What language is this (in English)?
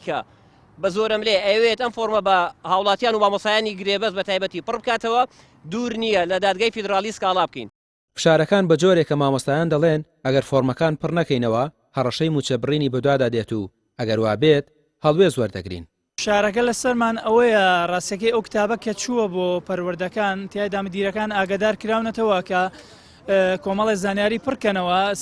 Central Kurdish